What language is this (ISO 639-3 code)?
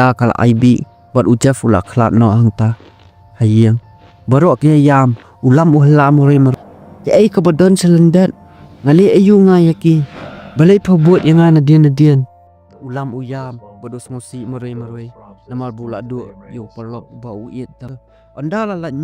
kha